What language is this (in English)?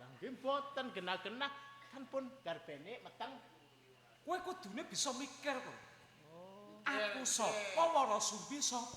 Javanese